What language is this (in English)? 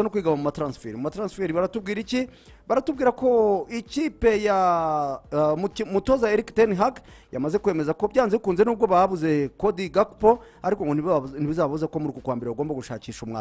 Kinyarwanda